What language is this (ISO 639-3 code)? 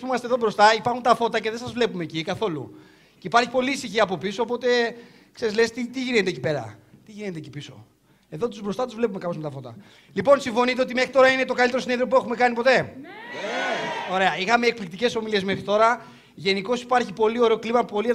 ell